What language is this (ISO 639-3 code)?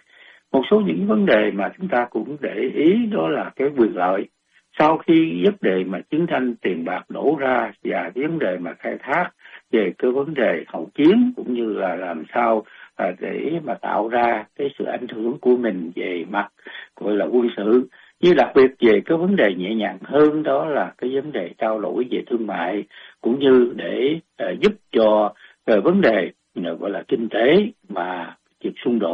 vie